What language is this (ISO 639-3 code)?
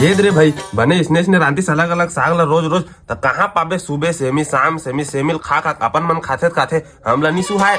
hne